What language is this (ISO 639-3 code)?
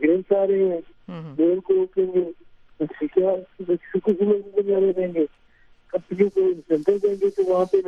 urd